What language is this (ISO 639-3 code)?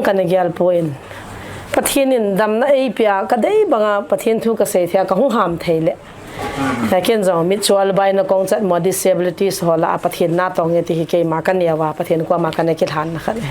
pck